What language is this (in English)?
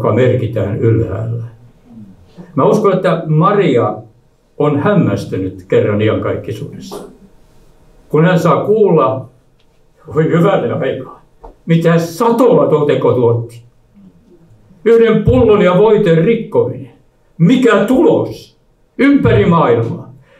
Finnish